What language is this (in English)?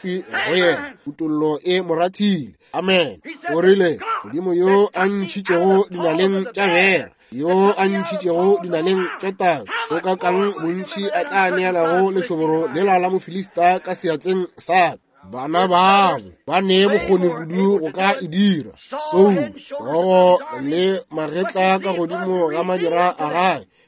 Northern Sotho